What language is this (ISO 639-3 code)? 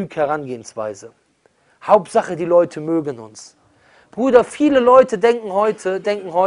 deu